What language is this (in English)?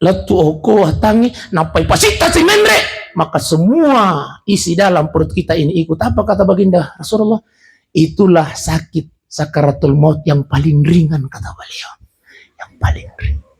Buginese